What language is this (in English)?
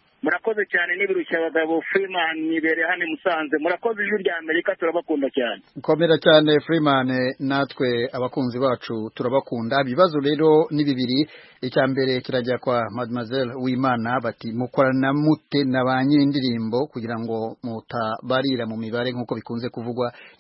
Kinyarwanda